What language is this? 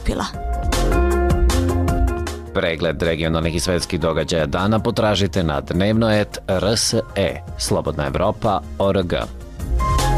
Serbian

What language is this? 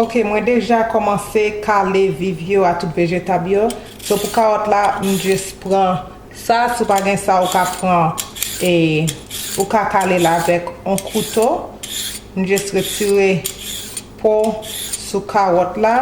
Haitian Creole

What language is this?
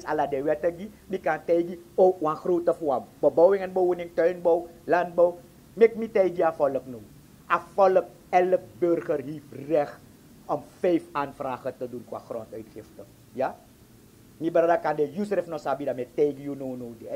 Sranan Tongo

